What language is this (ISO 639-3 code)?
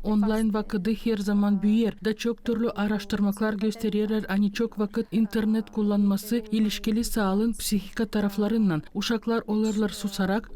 gag